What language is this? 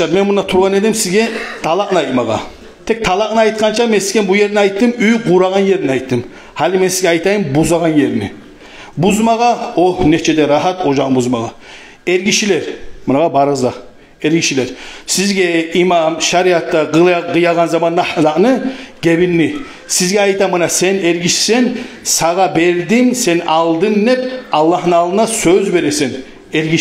Kumyk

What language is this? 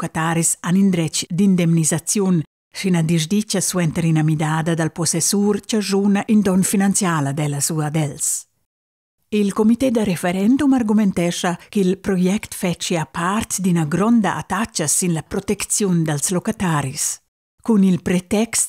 Romansh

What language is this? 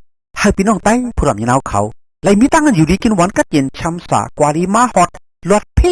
Shan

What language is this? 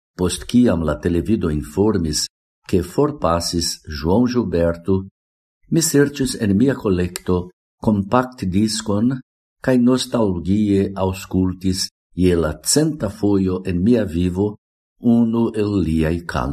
Esperanto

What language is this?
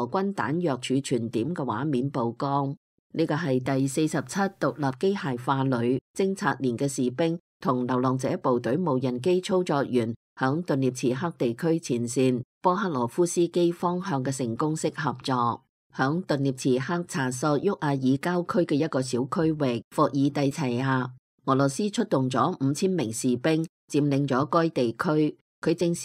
Cantonese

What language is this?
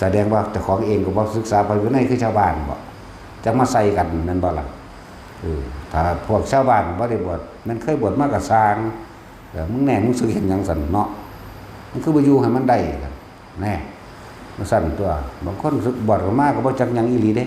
Northeastern Thai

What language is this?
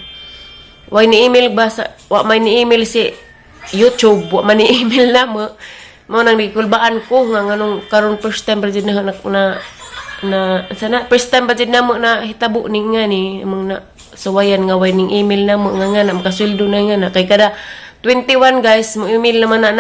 Cebuano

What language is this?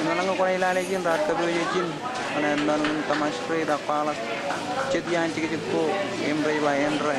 Marshallese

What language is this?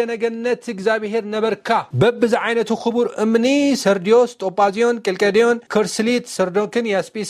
Tigrinya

